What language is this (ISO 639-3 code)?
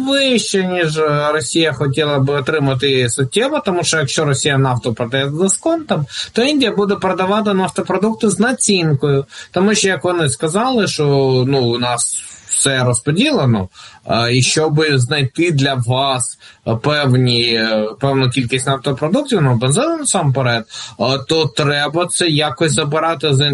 ukr